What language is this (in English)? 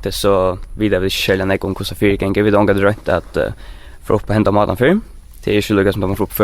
Faroese